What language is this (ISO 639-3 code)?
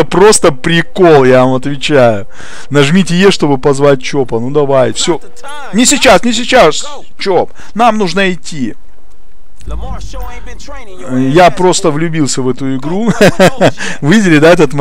rus